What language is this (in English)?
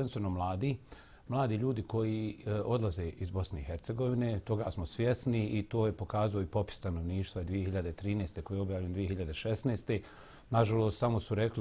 Bosnian